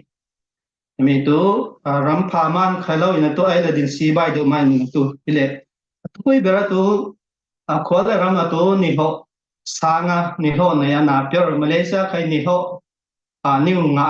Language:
Falam Chin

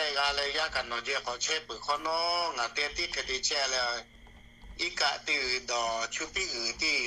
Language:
Lahu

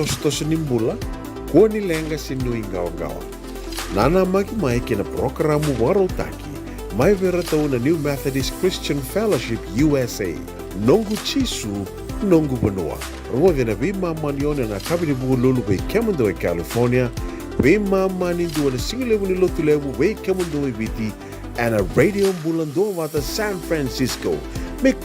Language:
Fijian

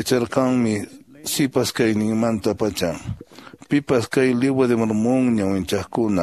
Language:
Quechua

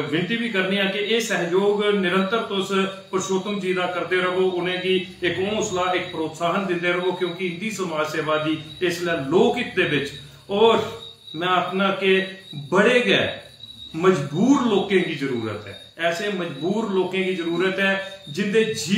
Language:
Dogri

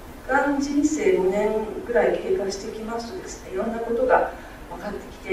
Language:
Japanese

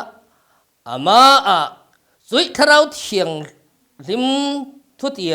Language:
Falam Chin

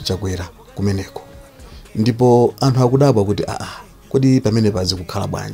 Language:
Nyanja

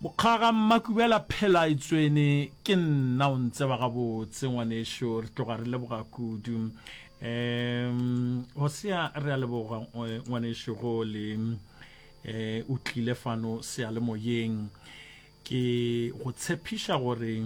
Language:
Northern Sotho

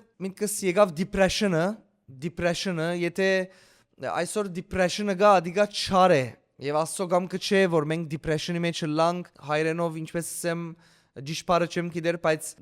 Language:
Western Armenian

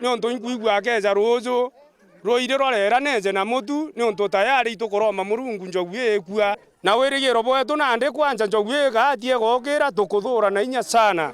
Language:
Meru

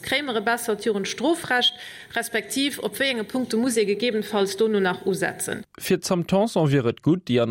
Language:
Luxembourgish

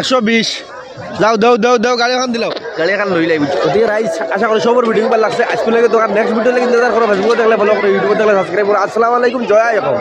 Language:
Sylheti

